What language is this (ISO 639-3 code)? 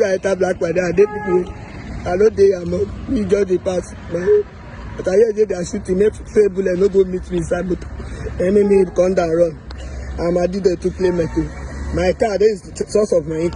pcm